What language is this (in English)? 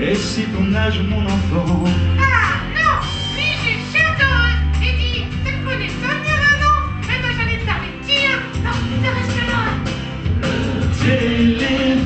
Picard